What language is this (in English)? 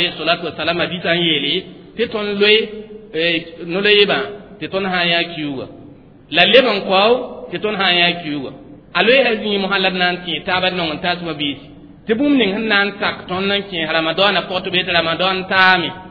Mossi